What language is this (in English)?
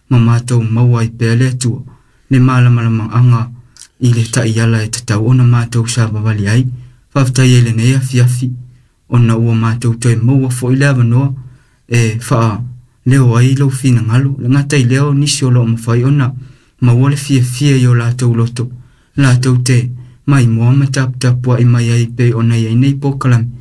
Samoan